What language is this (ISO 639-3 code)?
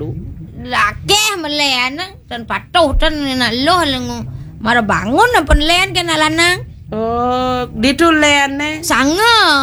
ban